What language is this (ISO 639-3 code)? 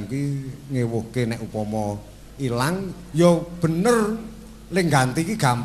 jav